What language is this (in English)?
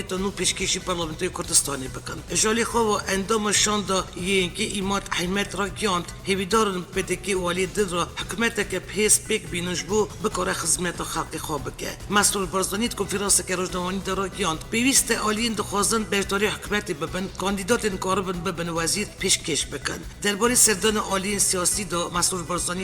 Kurdish